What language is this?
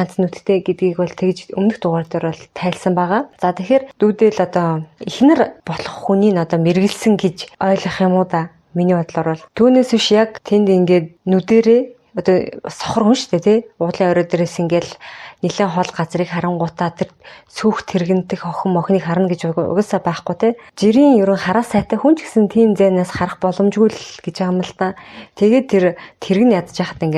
Mongolian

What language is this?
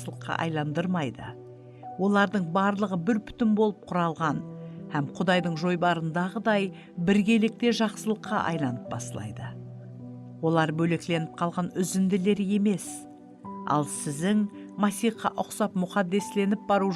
Kara-Kalpak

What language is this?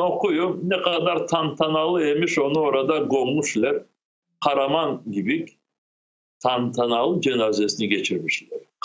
Crimean Tatar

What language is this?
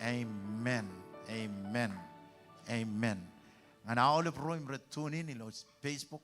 Marshallese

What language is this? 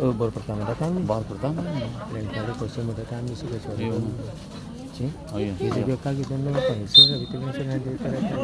Ambonese Malay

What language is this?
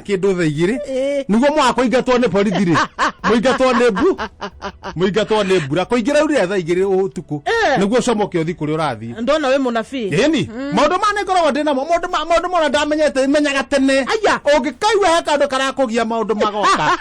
Kikuyu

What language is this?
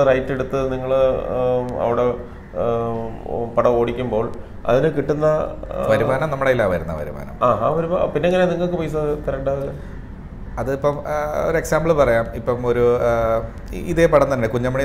Malayalam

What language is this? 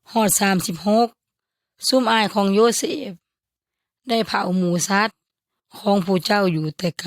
Yoy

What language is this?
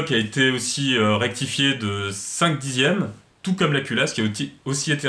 French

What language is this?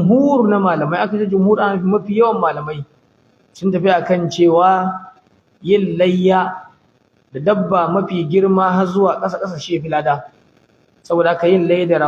Hausa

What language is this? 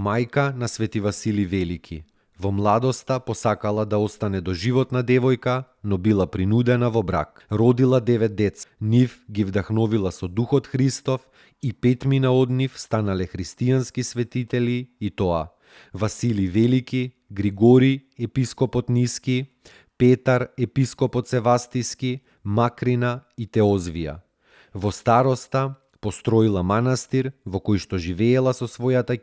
Macedonian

